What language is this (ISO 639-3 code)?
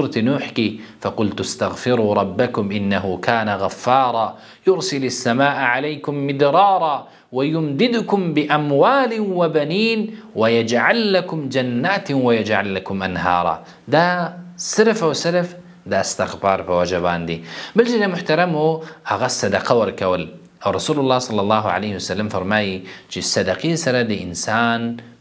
pus